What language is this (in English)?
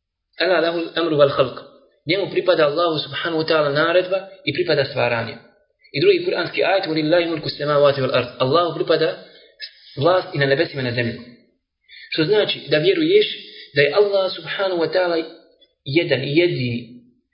Bosnian